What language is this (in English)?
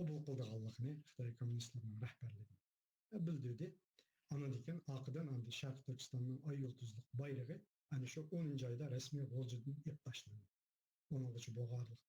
Uyghur